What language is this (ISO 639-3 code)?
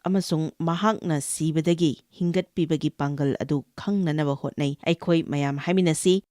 mni